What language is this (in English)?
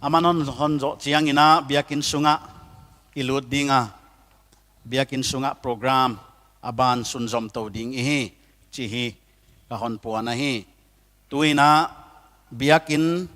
Paite Chin